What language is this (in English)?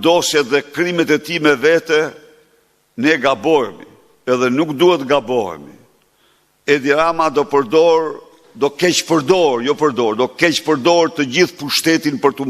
Albanian